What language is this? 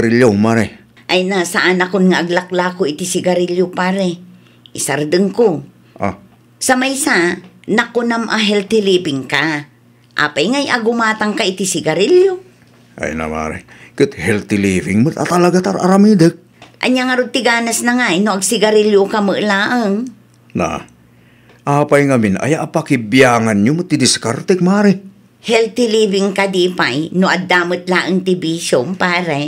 Iloko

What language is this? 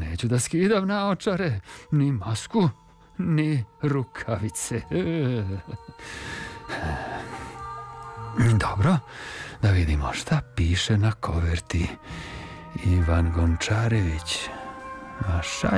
Serbian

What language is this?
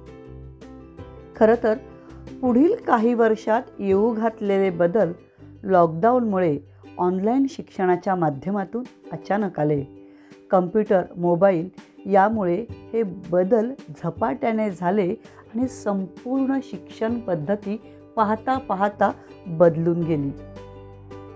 Marathi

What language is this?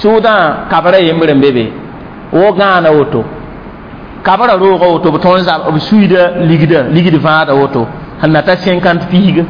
Mossi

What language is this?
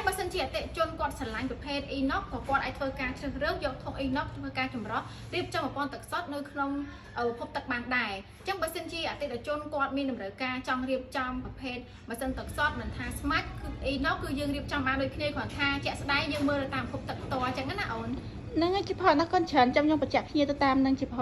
Khmer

